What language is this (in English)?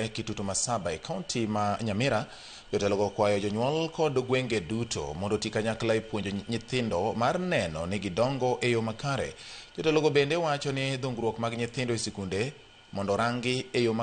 Luo (Kenya and Tanzania)